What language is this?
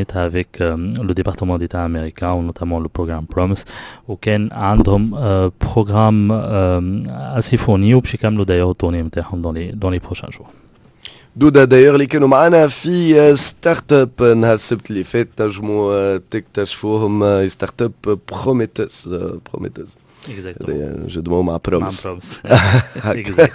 Tunisian Arabic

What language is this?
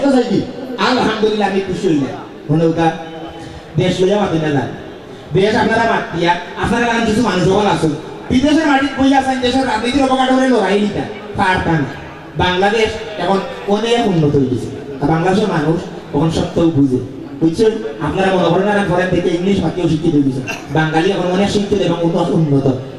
Sylheti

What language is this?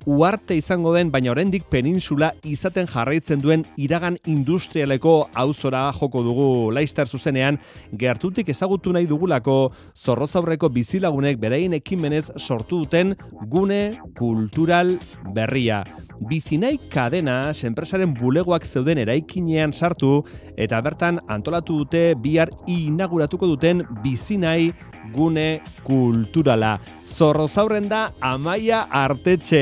Basque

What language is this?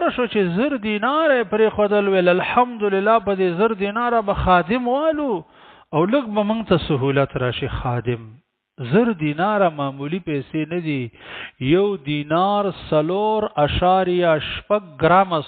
Pashto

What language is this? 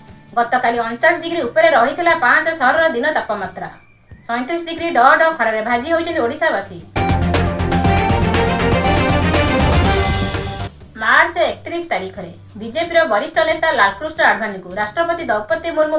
Odia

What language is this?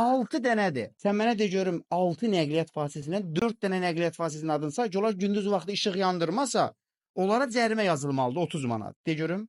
Azerbaijani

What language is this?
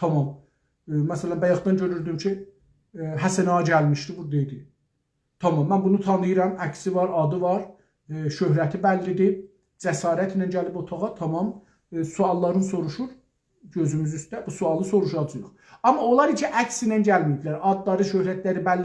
South Azerbaijani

